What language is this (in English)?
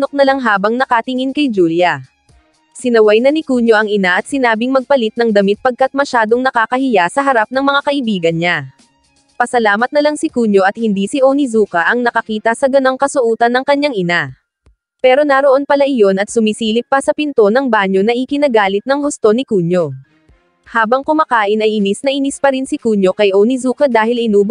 Filipino